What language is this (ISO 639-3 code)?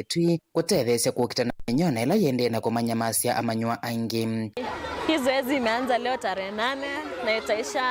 kam